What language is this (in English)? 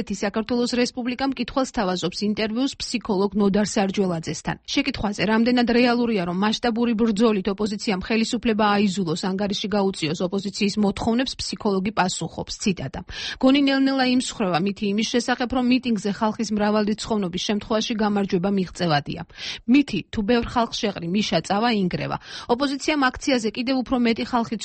Georgian